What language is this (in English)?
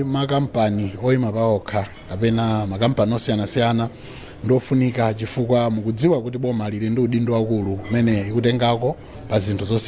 Nyanja